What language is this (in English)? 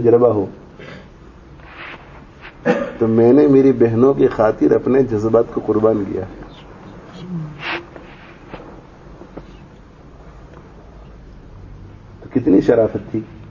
Urdu